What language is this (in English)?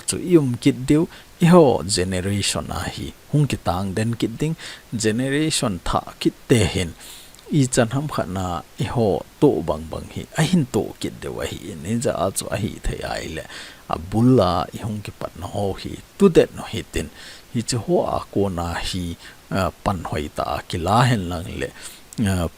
Thado Chin